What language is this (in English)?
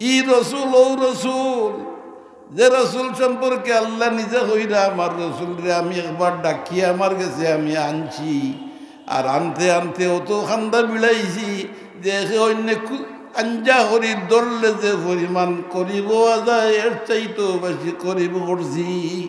Sylheti